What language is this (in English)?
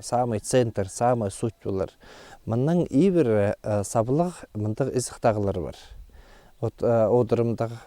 Khakas